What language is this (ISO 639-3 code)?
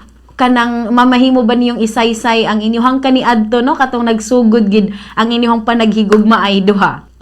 ceb